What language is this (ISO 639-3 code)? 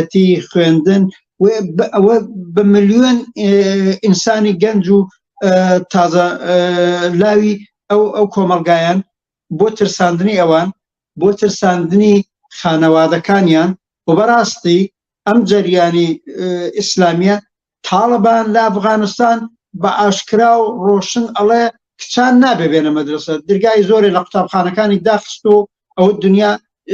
ckb